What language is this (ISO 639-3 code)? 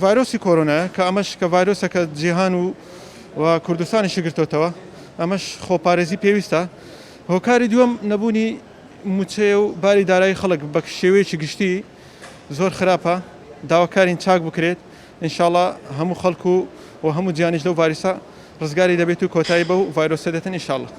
ckb